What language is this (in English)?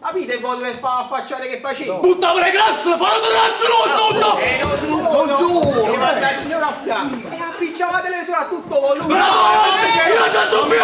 Neapolitan